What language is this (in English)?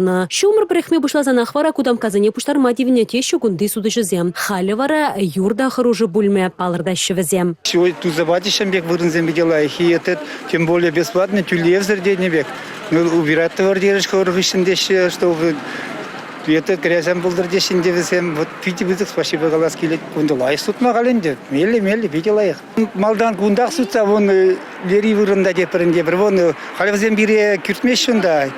Chuvash